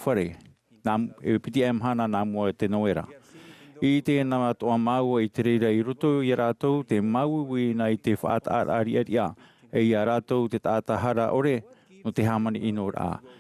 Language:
Tahitian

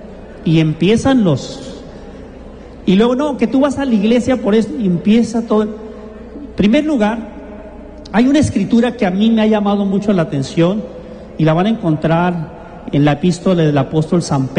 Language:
Spanish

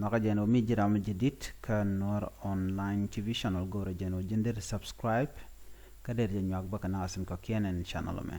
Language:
Nuer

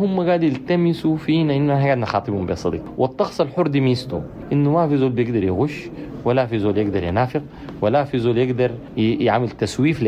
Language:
Sudanese Arabic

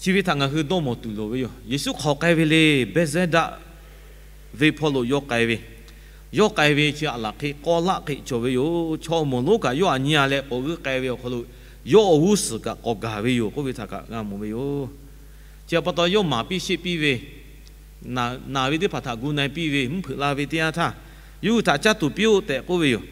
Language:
Lahu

